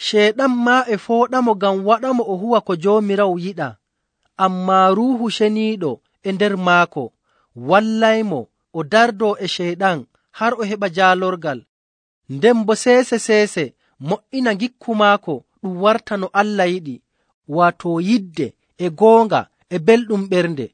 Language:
Nigerian Fulfulde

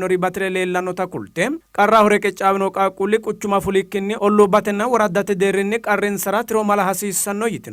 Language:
Sidamo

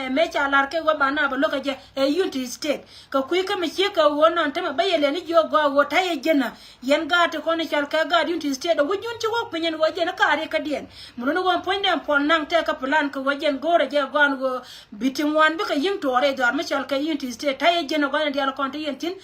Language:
Nuer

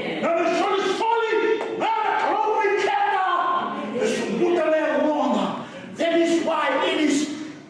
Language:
Fijian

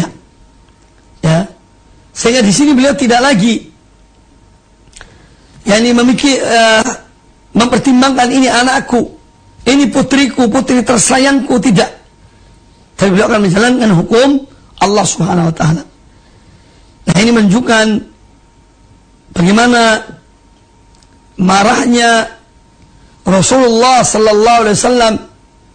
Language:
Indonesian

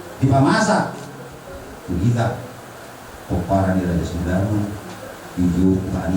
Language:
Batak Toba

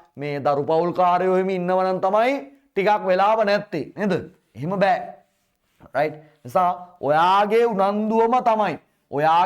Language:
Sinhala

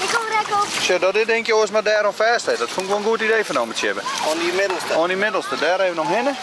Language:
Western Frisian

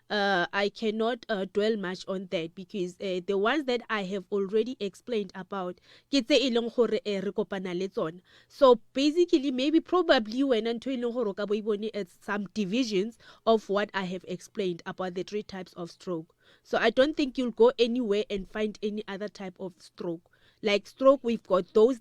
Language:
Northern Sotho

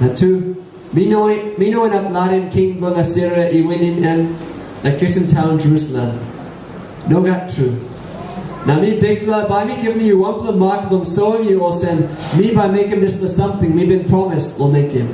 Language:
Tok Pisin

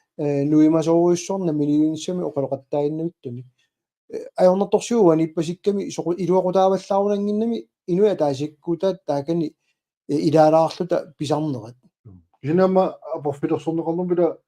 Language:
Kalaallisut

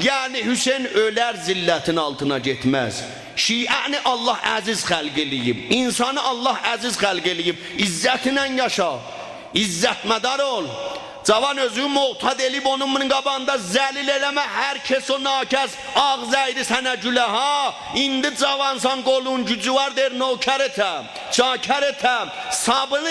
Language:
South Azerbaijani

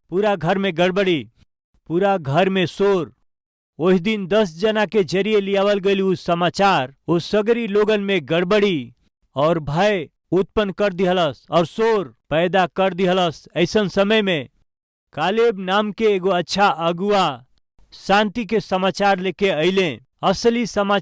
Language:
Bhojpuri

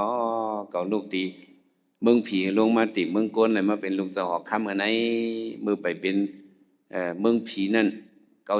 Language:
Shan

